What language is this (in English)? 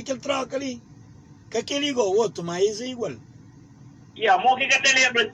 Kabuverdianu